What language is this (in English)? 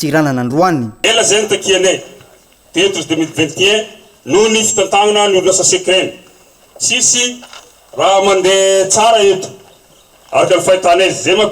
Malagasy